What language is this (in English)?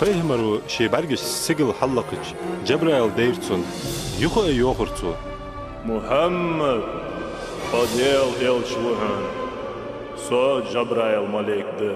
Ingush